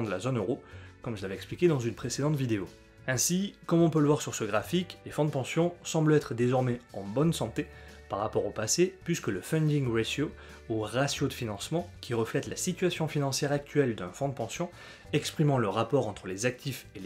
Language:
French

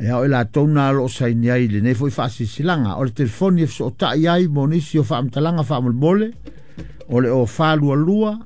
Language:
Samoan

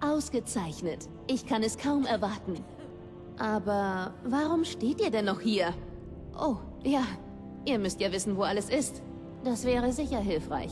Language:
Bavarian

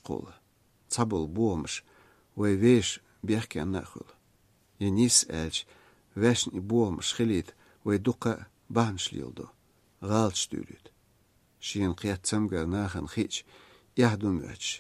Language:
Chechen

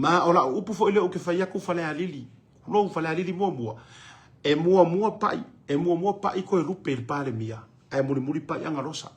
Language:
Samoan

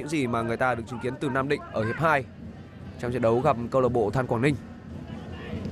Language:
Vietnamese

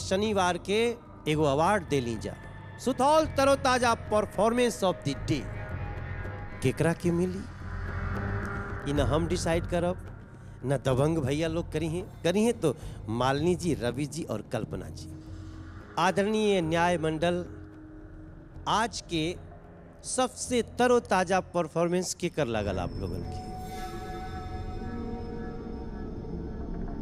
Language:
Bhojpuri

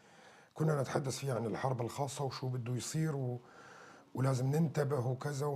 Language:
North Levantine Arabic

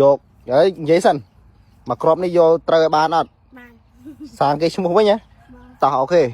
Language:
Khmer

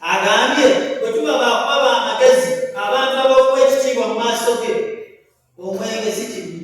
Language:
Ganda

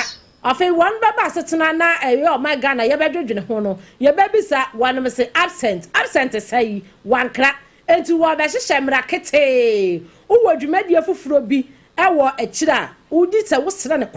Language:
Akan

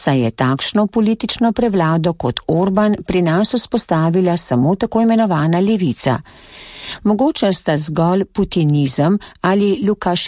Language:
Slovenian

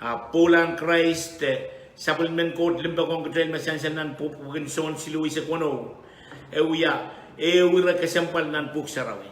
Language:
Pohnpeian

